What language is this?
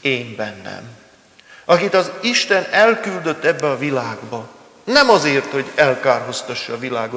Hungarian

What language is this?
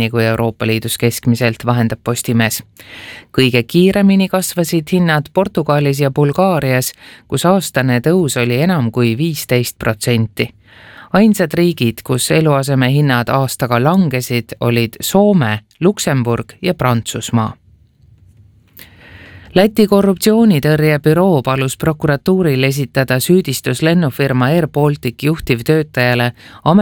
Estonian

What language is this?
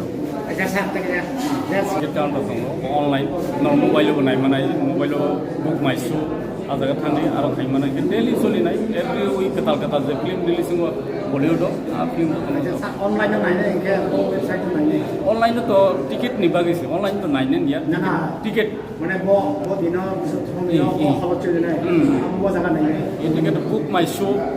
Kok Borok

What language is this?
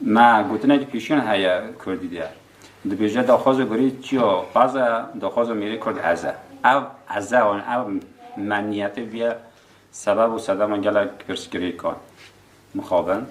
Kurdish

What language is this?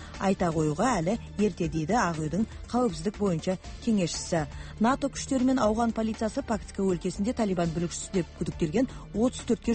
Kazakh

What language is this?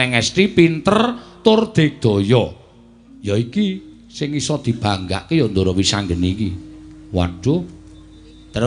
Javanese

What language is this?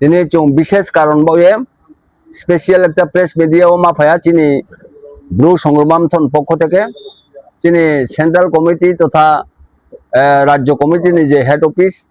Riang (India)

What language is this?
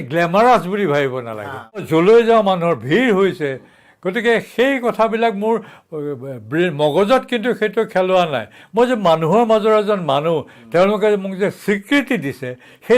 Assamese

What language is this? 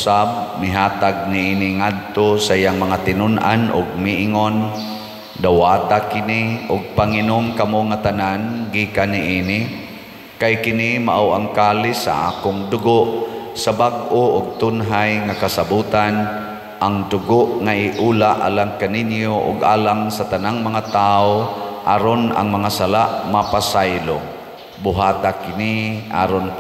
Cebuano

